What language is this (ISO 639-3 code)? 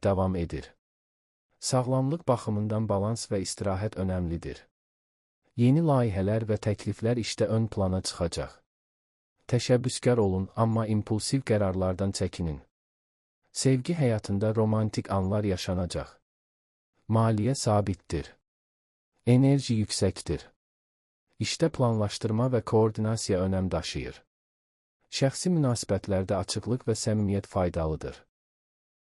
aze